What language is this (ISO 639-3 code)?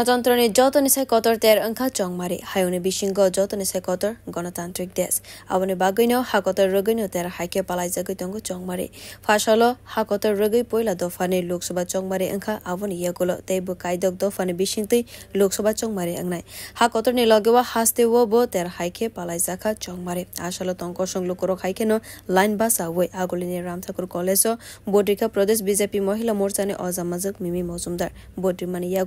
trp